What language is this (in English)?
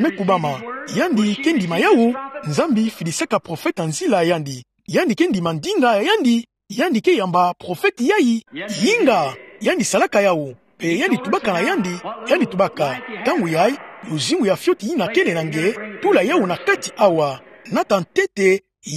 Kituba (Democratic Republic of Congo)